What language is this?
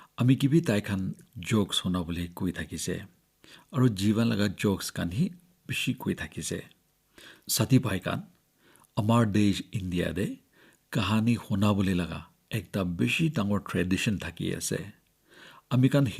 Naga Pidgin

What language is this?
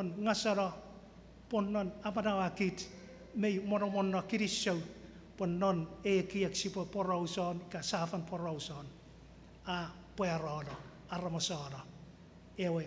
Chuukese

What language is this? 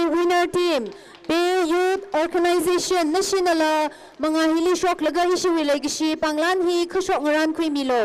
Tangkhul Naga (India)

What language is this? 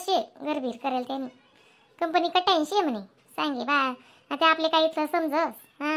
Khandesi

